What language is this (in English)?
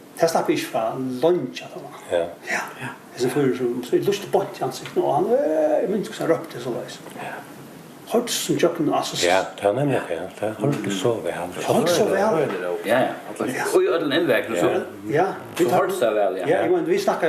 Faroese